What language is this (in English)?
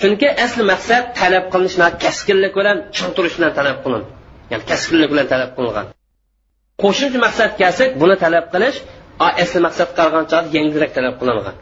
Uyghur